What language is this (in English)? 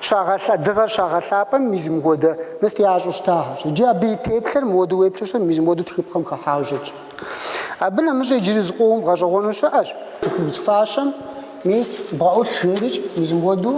Kabardian